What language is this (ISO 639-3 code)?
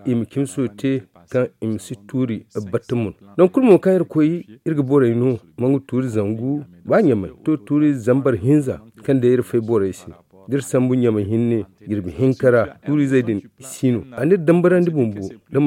dje